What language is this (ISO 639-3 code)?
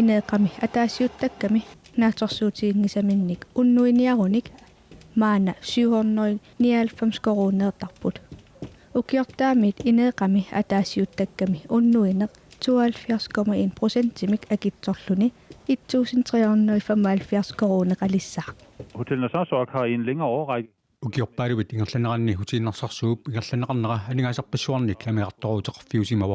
kal